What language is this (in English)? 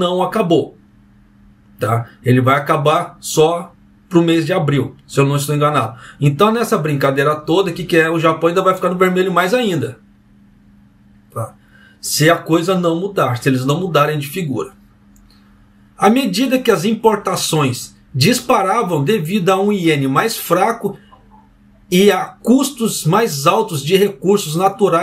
Portuguese